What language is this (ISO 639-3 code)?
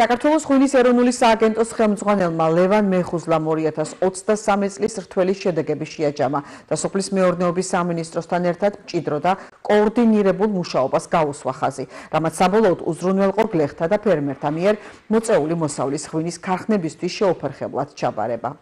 kat